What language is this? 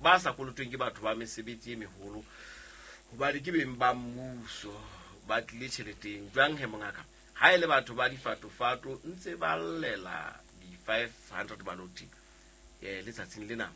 Southern Sotho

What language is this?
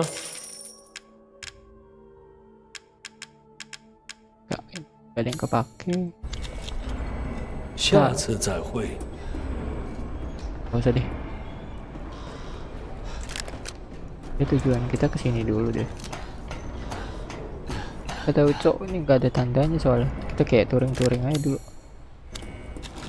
Indonesian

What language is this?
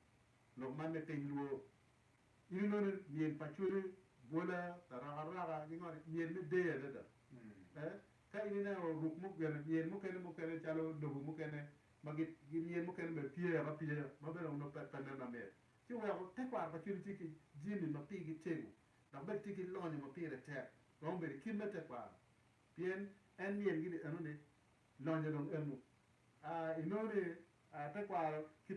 Acoli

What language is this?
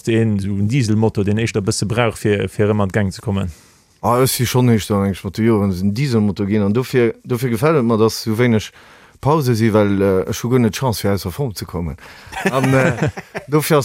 Luxembourgish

